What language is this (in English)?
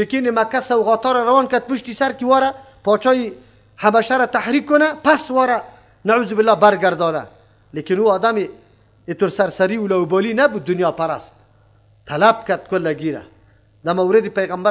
Persian